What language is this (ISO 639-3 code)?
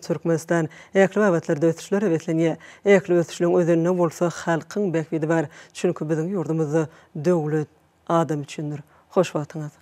tuk